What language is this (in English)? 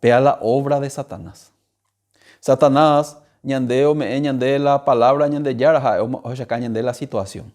Guarani